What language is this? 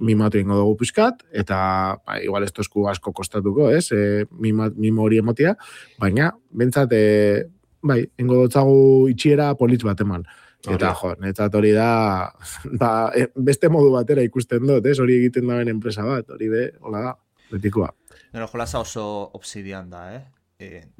Basque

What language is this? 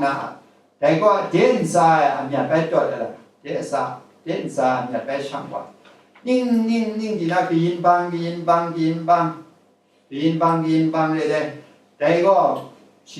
Kachin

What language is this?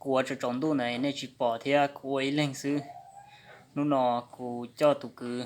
Hmong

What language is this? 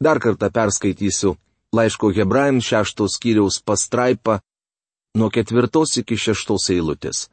Lithuanian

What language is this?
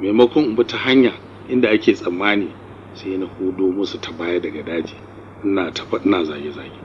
Hausa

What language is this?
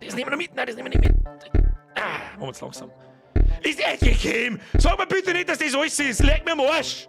Bavarian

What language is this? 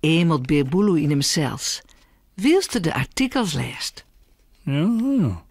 Western Frisian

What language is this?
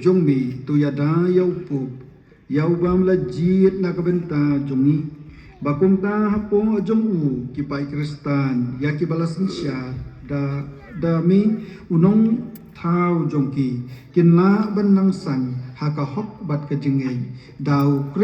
Khasi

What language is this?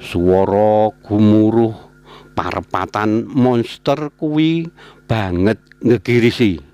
Javanese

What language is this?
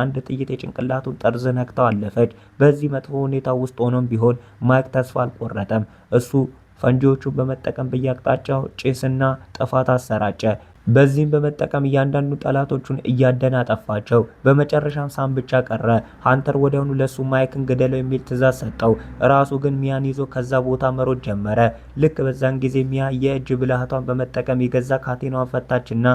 Amharic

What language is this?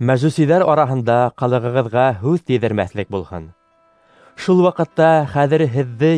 Bashkir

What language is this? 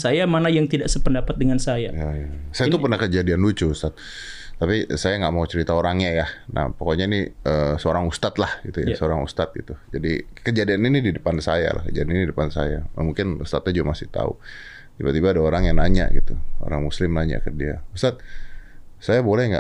Indonesian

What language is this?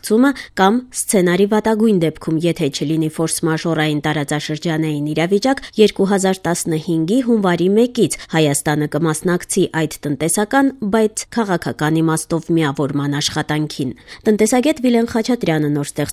Armenian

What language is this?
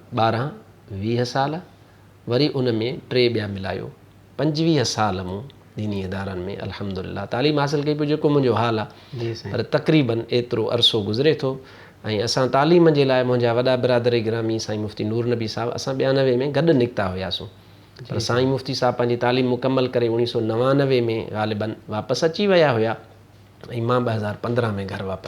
Sindhi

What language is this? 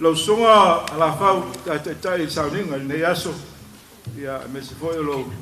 Samoan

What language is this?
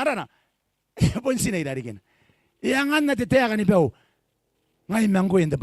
Gilbertese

